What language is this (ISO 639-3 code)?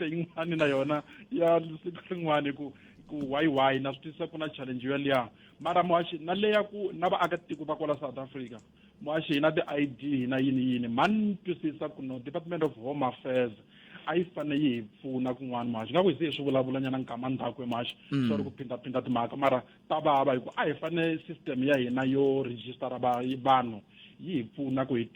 tso